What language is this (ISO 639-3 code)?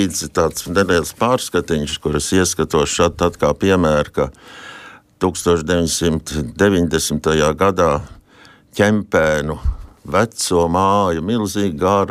lav